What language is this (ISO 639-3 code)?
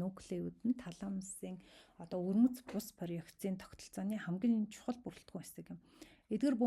mon